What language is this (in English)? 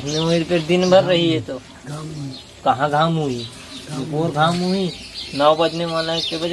Chhattisgarhi